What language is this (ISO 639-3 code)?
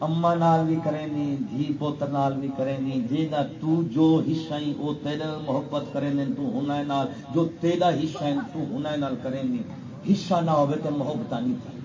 skr